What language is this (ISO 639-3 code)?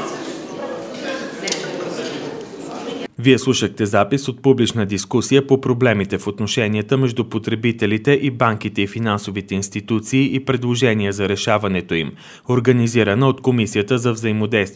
bul